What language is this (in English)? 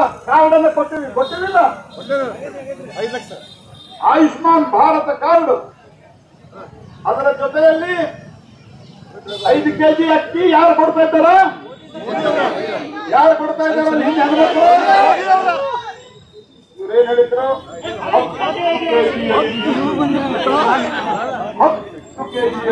Kannada